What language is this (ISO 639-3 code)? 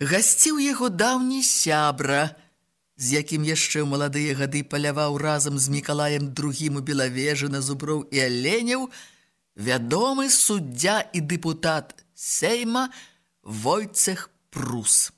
bel